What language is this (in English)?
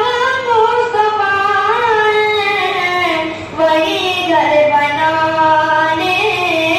Urdu